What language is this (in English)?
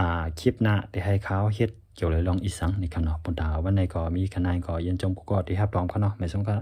Shan